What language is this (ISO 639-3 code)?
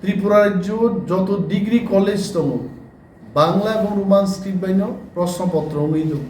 trp